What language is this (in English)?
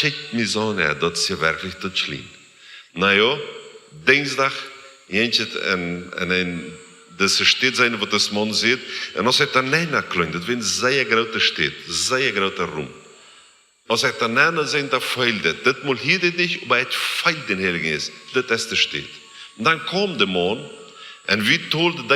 Plautdietsch